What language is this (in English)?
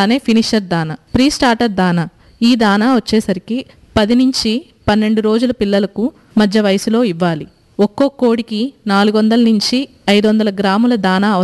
Telugu